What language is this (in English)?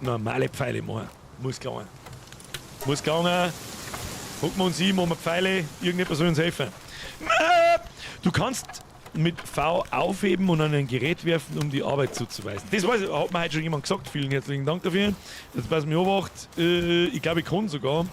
Bavarian